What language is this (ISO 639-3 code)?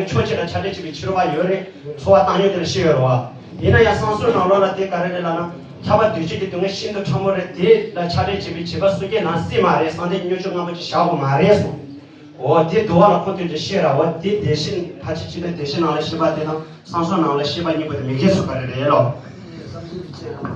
bod